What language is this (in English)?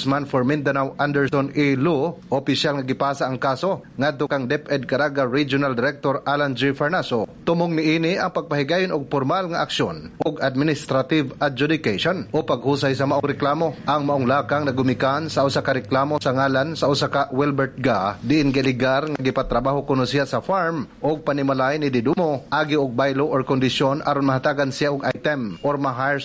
Cebuano